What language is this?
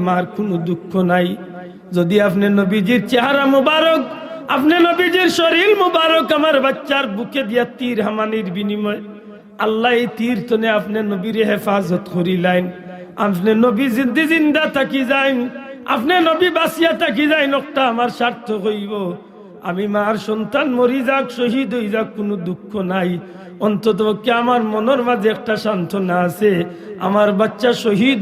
Sylheti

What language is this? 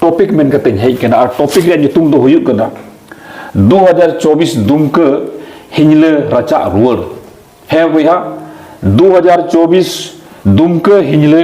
Santali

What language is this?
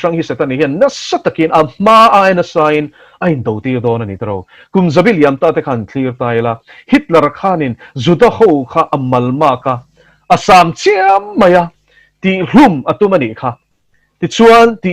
Mizo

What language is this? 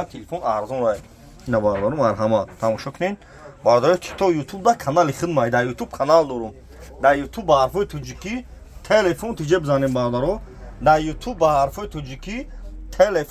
Tajik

